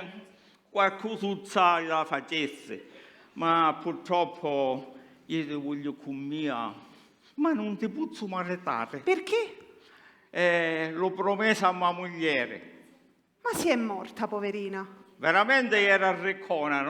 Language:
Sicilian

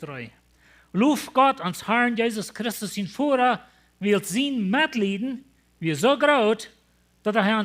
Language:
Plautdietsch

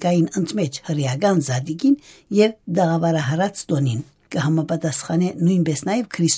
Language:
Armenian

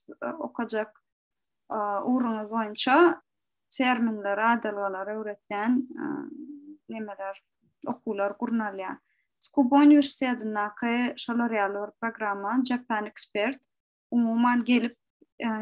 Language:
Turkmen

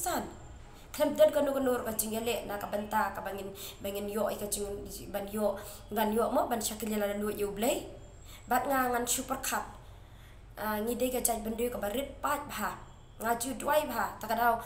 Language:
Khasi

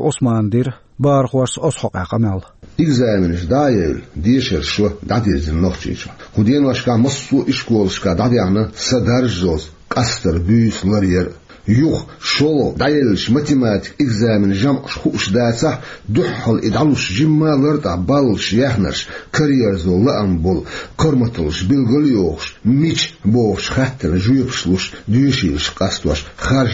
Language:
Chechen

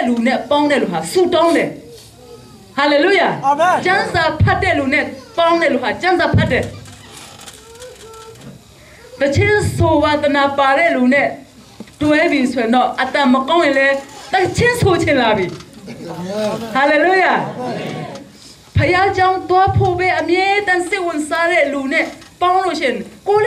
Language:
Burmese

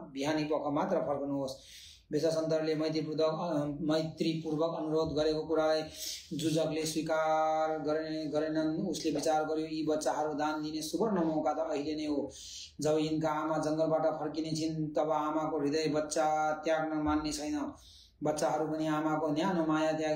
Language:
Nepali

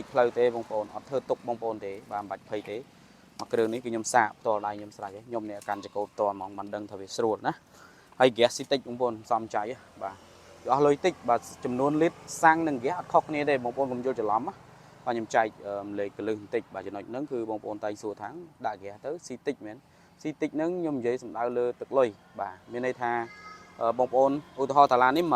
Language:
Khmer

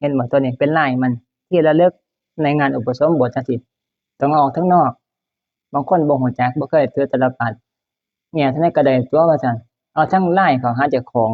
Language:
Northeastern Thai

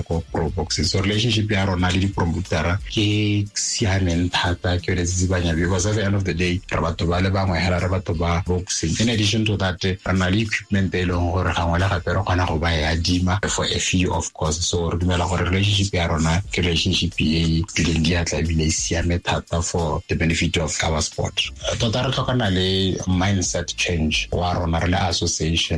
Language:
Tswana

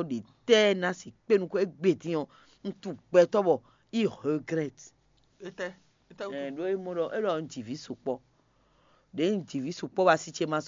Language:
Fon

